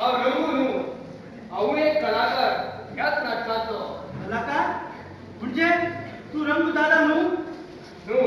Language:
Konkani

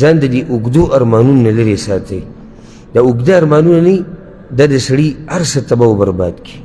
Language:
Pashto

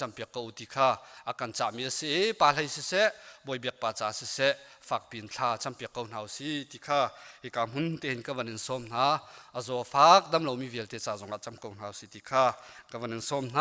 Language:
Hakha Chin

